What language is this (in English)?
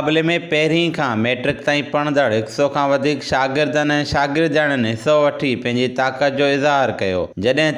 Sindhi